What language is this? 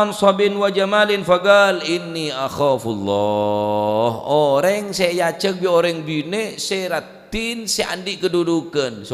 Madurese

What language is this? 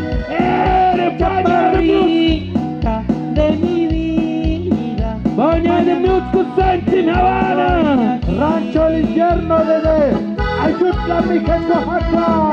Tlahuitoltepec Mixe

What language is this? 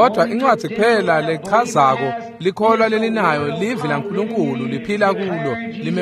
Swati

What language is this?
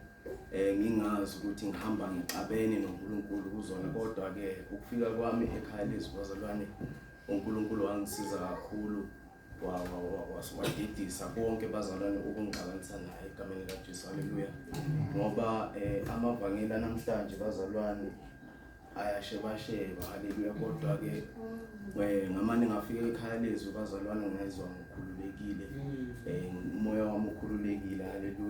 Zulu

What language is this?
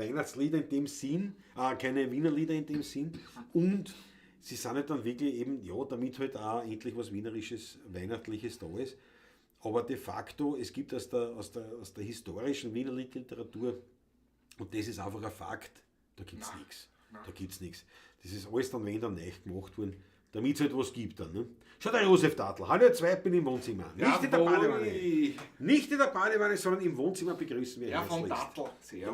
Bavarian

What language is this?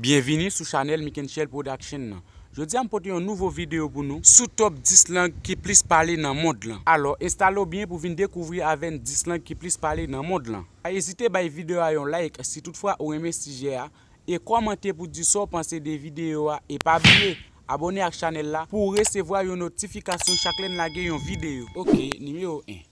Haitian Creole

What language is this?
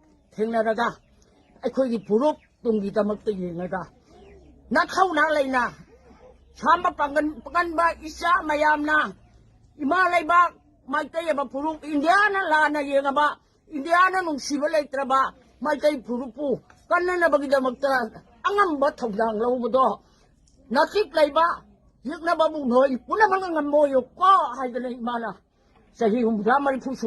Manipuri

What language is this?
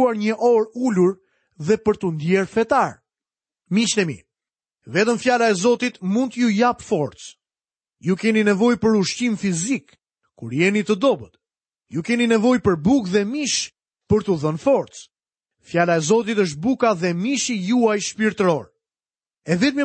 Albanian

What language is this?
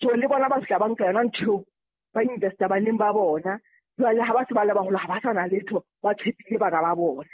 Southern Sotho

